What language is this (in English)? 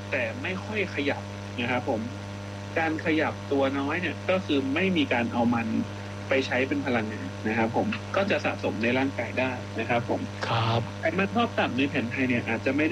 Thai